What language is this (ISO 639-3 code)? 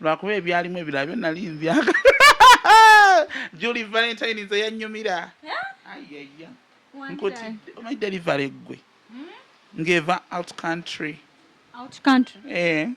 lug